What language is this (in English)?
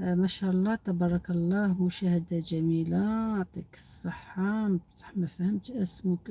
Algerian Arabic